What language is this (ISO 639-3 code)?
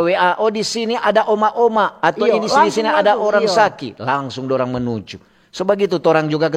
xmm